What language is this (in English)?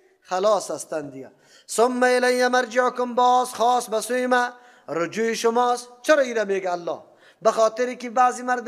Persian